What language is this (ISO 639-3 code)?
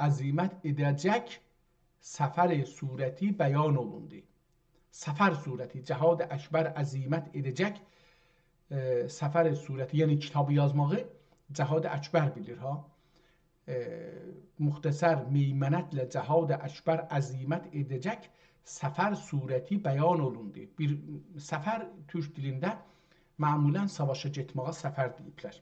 azb